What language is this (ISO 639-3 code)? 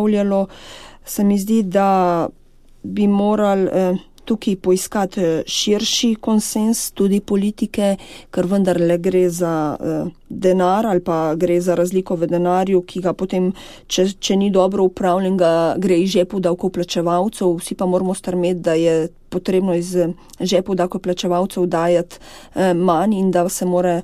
slv